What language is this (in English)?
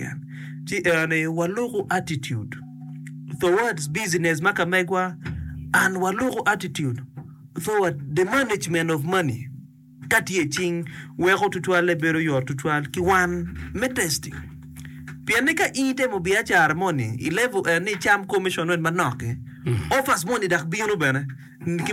Acoli